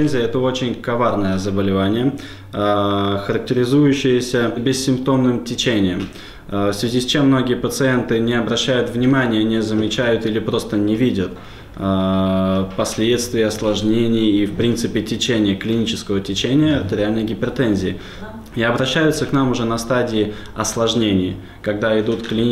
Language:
Russian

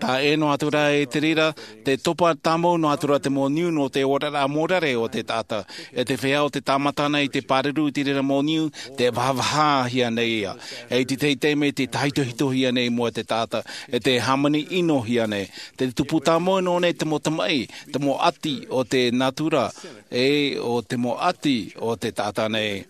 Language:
Tahitian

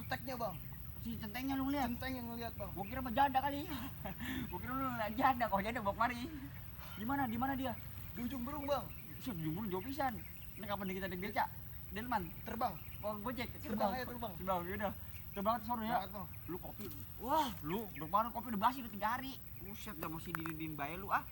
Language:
Betawi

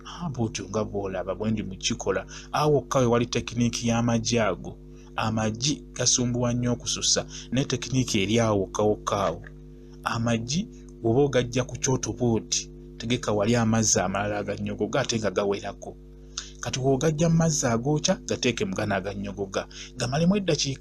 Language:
Ganda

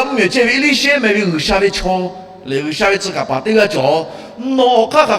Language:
Lahu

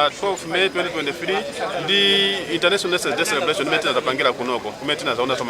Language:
Nyanja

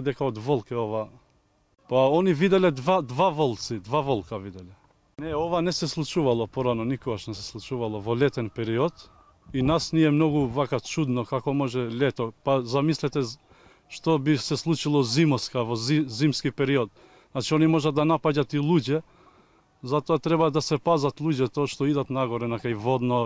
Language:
Macedonian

